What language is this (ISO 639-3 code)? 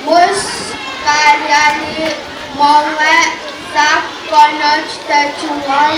pon